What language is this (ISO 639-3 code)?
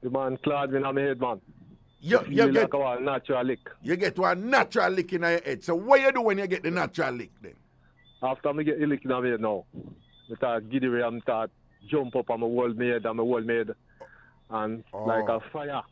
jam